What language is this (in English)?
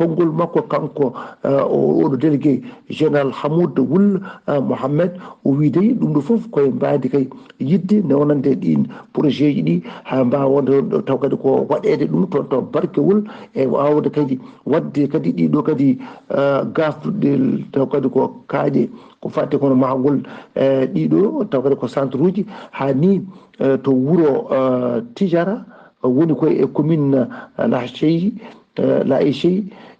Fula